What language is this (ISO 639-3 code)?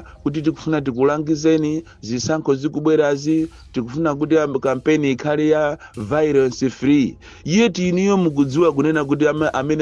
nya